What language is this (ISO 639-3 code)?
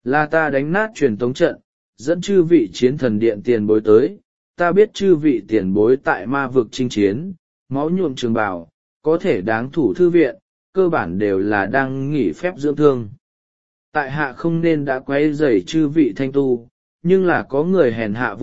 vie